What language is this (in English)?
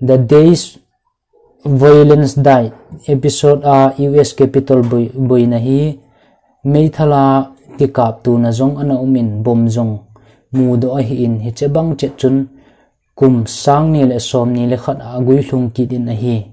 Thado Chin